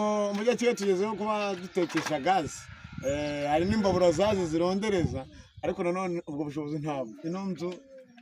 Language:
Kinyarwanda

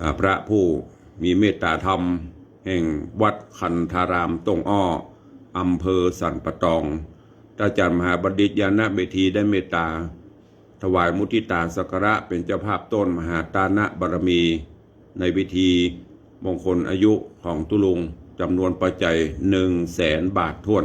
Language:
Northern Thai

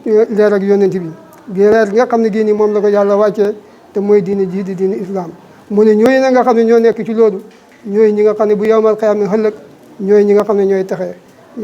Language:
Wolof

